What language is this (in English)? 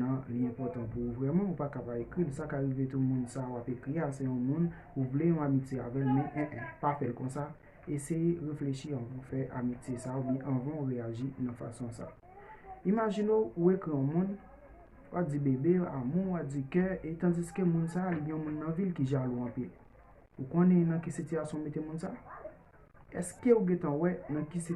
Haitian Creole